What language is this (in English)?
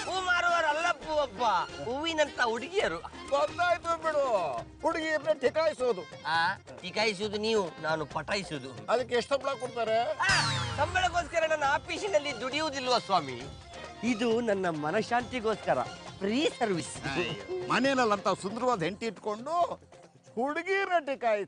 Kannada